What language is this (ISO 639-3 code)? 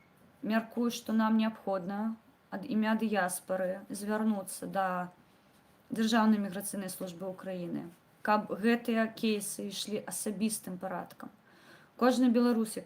bel